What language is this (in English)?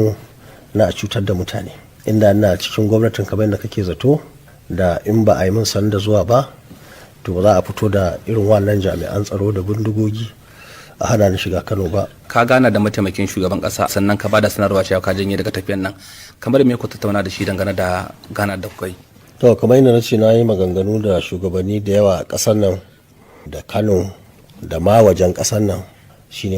Hausa